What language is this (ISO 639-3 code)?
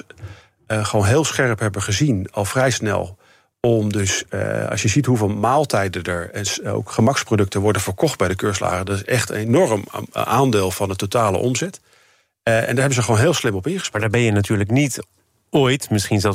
nld